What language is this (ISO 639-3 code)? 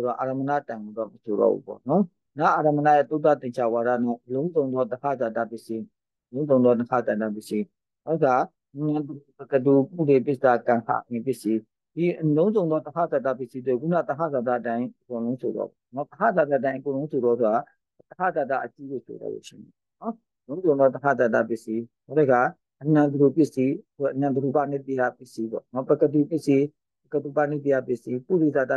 mya